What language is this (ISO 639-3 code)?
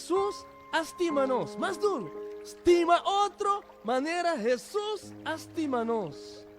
pap